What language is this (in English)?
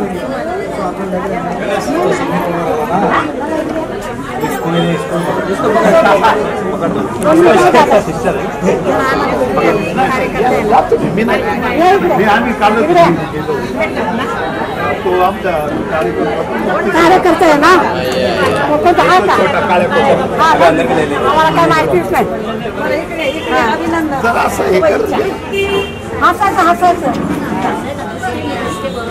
Marathi